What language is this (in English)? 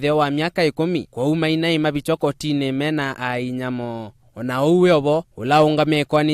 Kamba